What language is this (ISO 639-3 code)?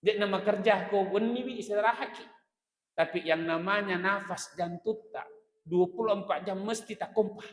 bug